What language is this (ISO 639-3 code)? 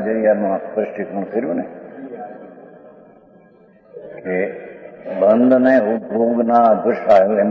guj